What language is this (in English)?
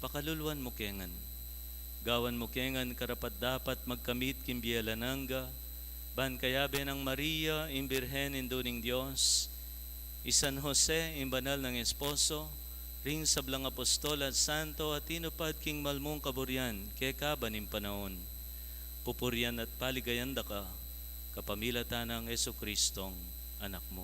Pampanga